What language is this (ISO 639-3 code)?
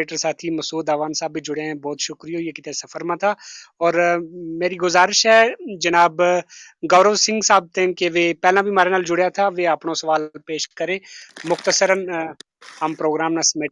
gju